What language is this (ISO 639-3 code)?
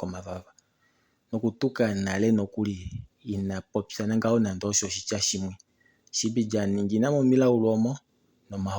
kua